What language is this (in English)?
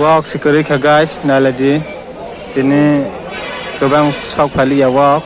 Kok Borok